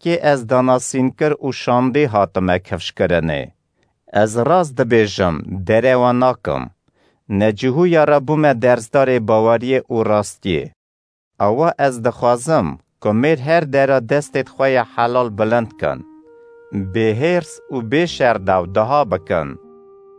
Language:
Kurdish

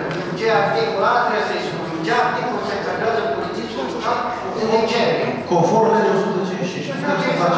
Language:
Romanian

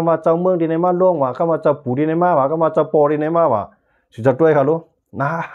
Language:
Shan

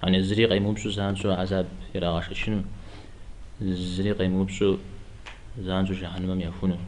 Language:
Kabardian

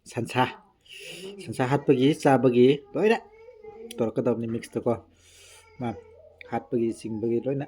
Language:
Manipuri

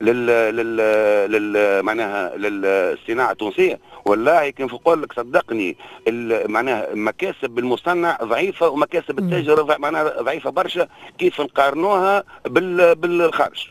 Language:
Tunisian Arabic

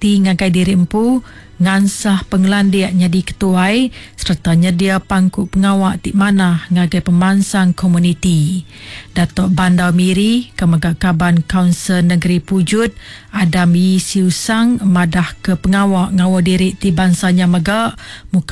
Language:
Iban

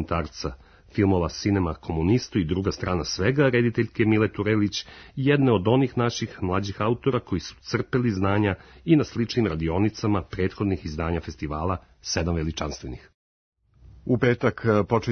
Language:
Serbian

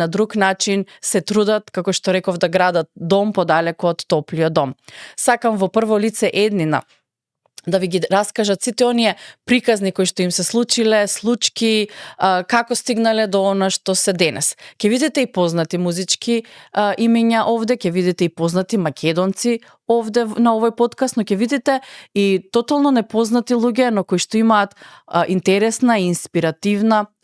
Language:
Macedonian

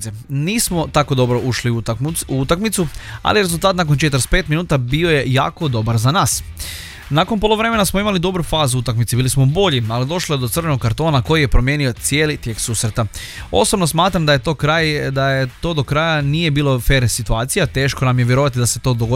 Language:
Croatian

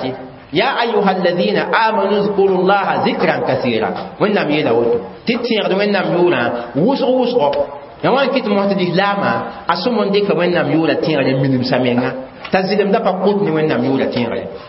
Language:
Mossi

